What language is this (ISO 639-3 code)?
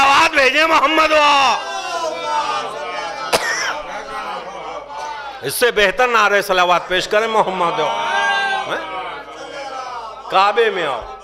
urd